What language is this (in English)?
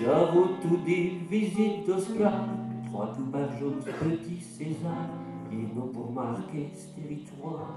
Picard